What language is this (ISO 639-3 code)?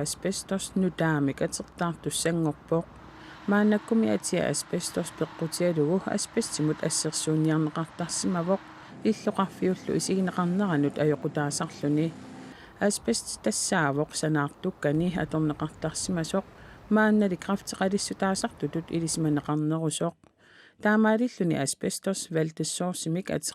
kal